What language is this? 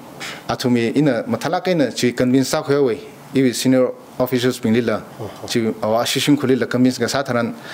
Tangkhul Naga (India)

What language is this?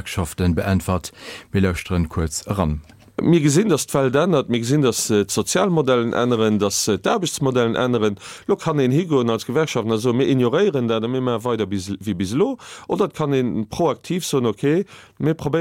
Luxembourgish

